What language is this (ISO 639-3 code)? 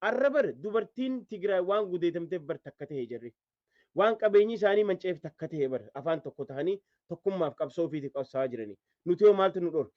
orm